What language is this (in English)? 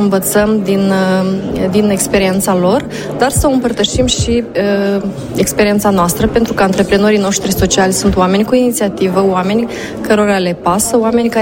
Romanian